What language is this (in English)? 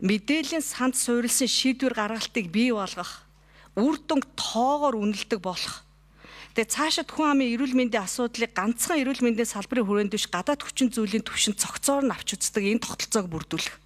Mongolian